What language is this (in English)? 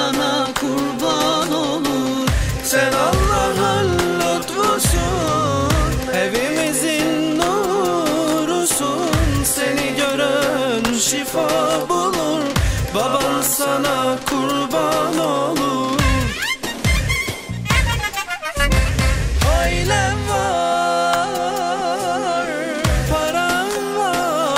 Turkish